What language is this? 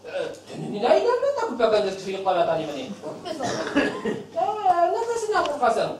Bashkir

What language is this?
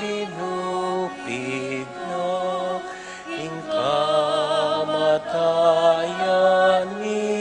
Pampanga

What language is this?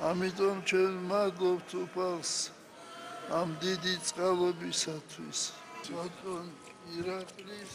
Georgian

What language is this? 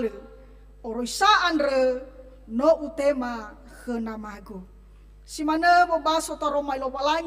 Nias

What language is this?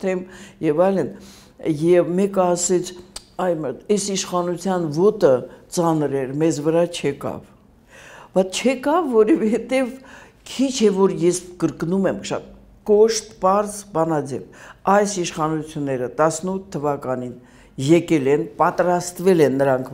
Armenian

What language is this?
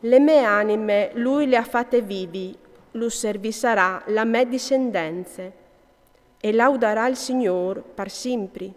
Friulian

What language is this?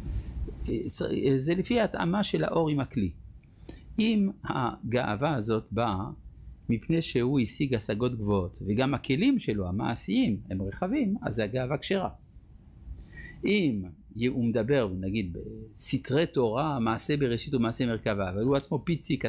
Hebrew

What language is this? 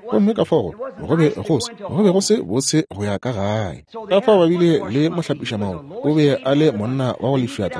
Northern Sotho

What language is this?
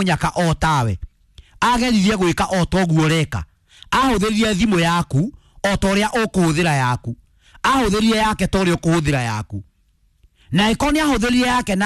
Kikuyu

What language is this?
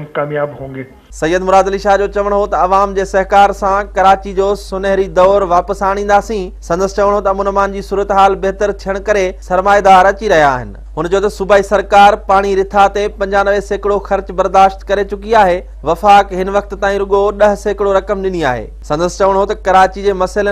Sindhi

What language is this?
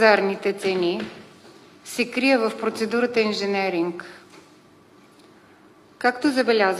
Bulgarian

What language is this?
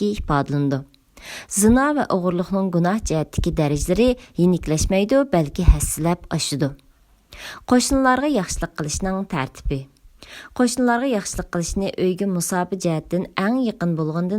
Uyghur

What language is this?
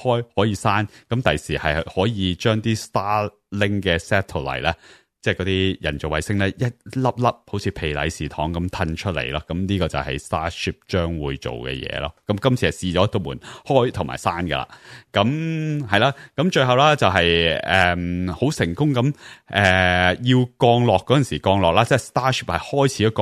Cantonese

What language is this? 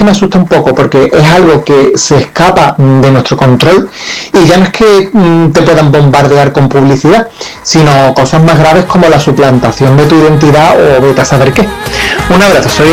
Spanish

